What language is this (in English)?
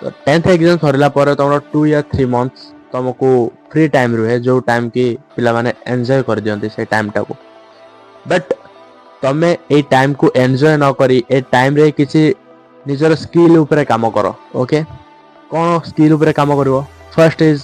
Odia